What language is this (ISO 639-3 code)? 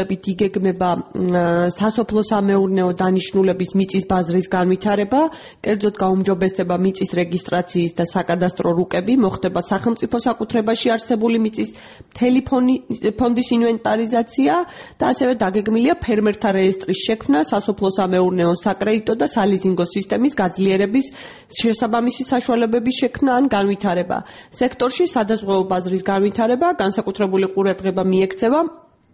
kat